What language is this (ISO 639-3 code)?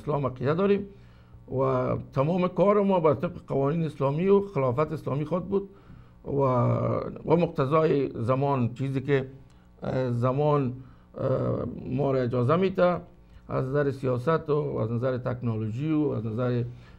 fas